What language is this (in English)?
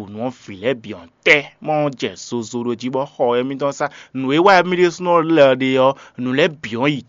Fon